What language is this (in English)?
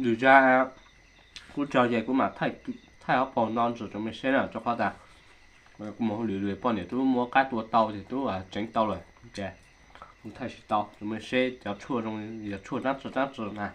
Hmong